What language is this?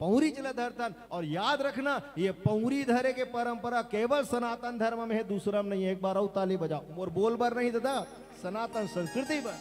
Chhattisgarhi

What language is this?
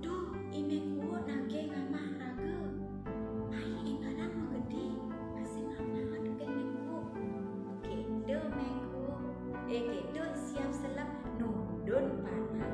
Balinese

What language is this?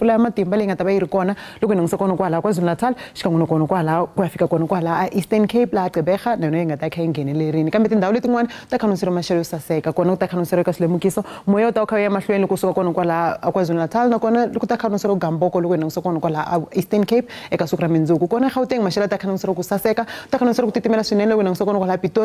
Tsonga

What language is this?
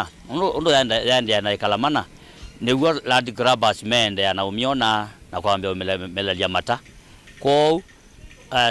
Kamba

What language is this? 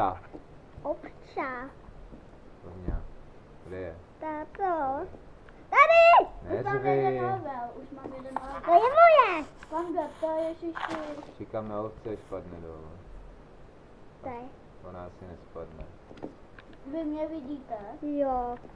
Czech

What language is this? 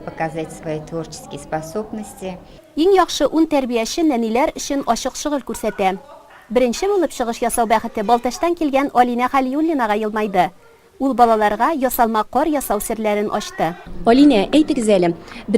Tatar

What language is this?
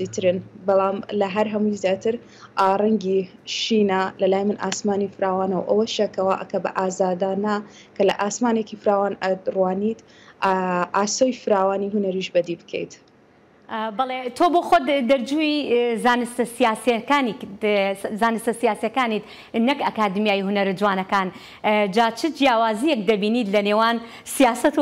Central Kurdish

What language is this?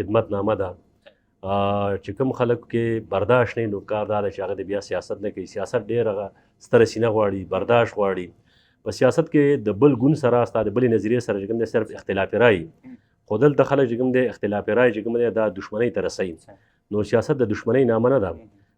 Pashto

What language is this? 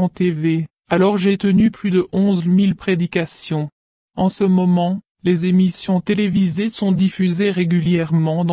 French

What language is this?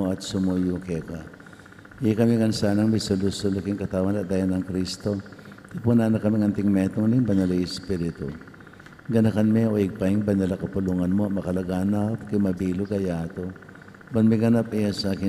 Pampanga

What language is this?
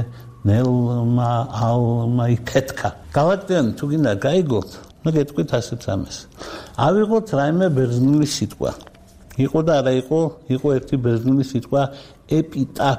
Georgian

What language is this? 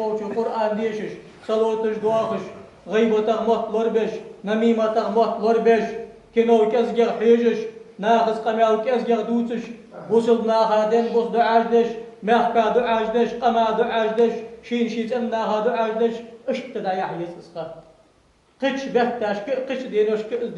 Ingush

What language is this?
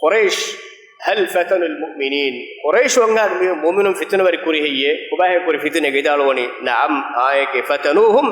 Divehi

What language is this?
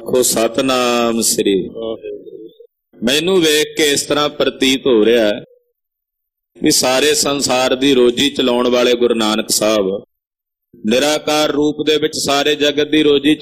Punjabi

